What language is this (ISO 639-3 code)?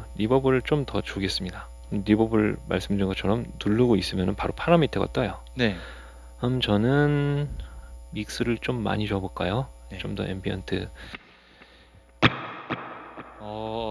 kor